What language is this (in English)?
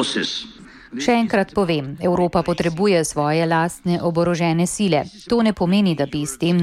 Slovenian